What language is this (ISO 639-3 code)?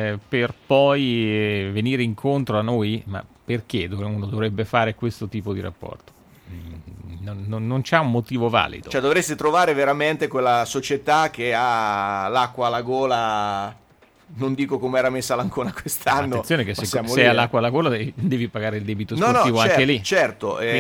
ita